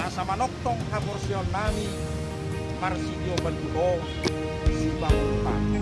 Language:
Batak Toba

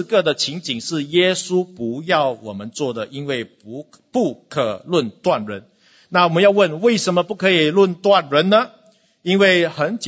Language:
Chinese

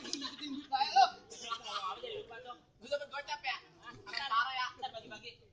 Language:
Betawi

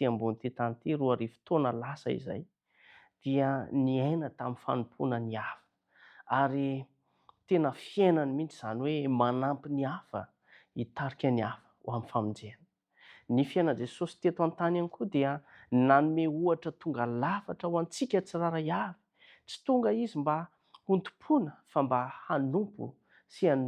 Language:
Malagasy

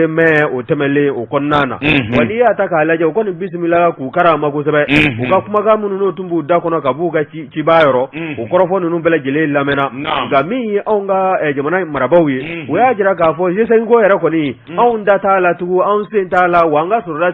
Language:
Bambara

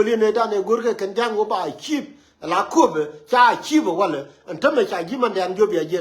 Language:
Nuer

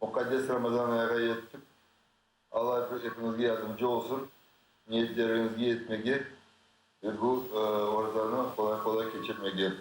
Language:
Crimean Tatar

